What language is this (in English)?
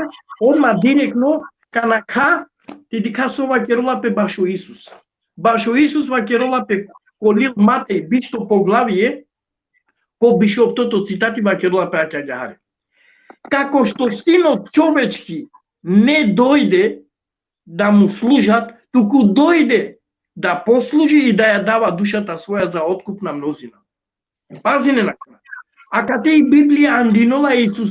Balkan Romani